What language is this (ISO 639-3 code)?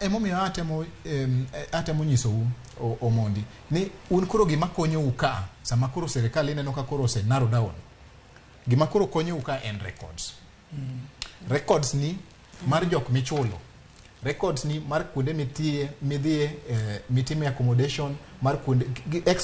luo